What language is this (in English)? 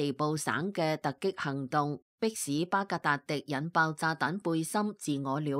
Cantonese